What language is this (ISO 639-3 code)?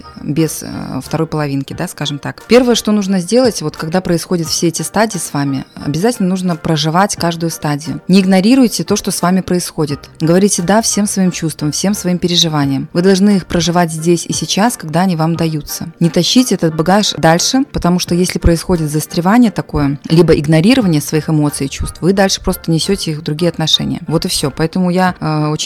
rus